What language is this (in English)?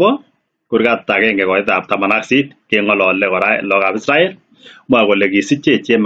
Kalenjin